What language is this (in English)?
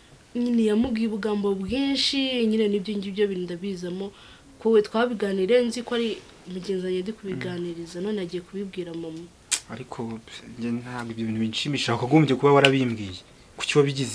Kinyarwanda